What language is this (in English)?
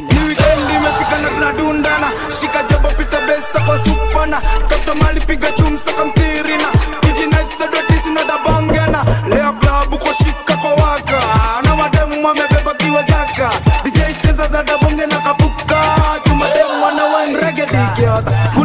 Swahili